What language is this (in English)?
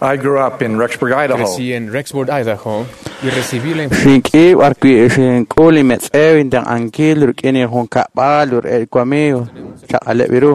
Kekchí